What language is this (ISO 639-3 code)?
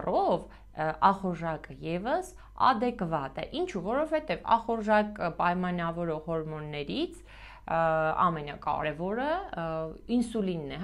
hye